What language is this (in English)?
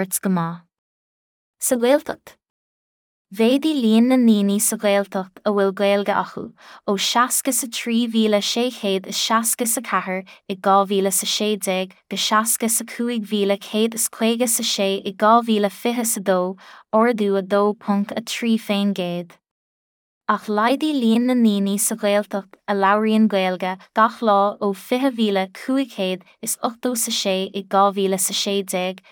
Irish